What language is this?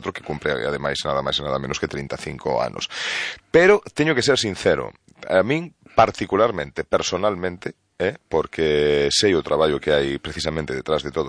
Galician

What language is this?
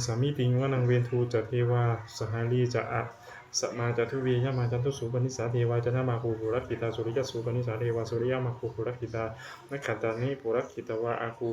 Pali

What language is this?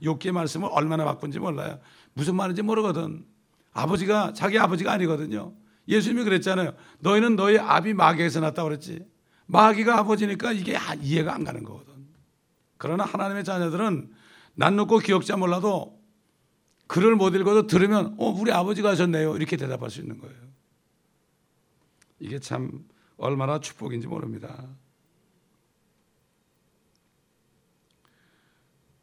Korean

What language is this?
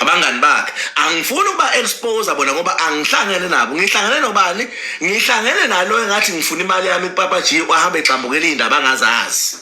Zulu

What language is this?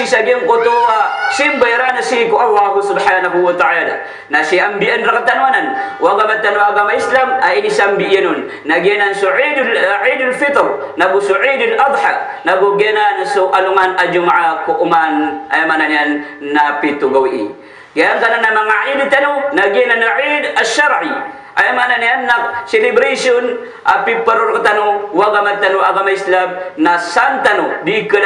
Maranao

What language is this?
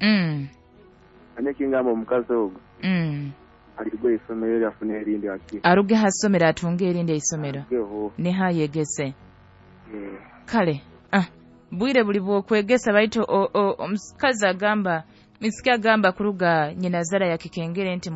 Nyoro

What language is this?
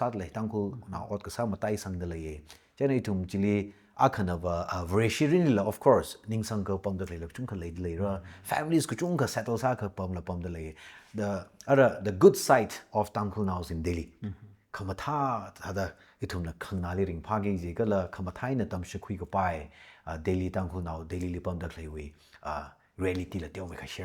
Tangkhul Naga (India)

